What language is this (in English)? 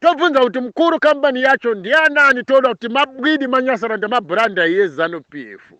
Shona